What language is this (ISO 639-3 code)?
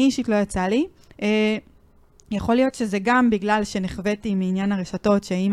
heb